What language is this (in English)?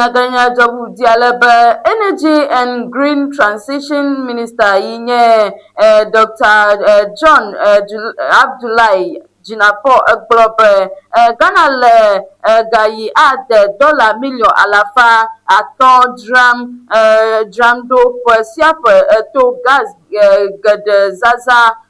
Ewe